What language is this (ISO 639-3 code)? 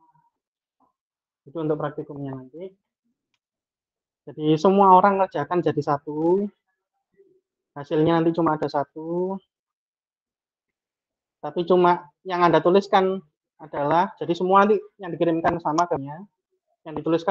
ind